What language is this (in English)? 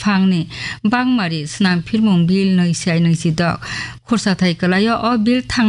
Kok Borok